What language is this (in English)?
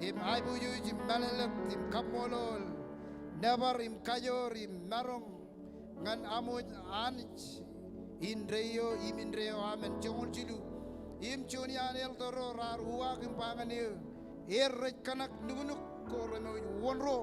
Marshallese